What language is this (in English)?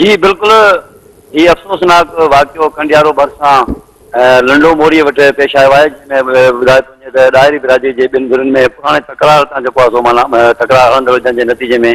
Sindhi